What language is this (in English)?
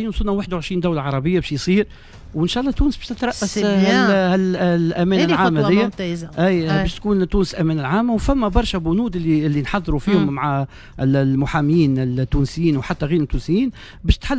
Tunisian Arabic